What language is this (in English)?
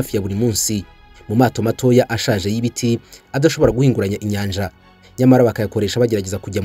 Kinyarwanda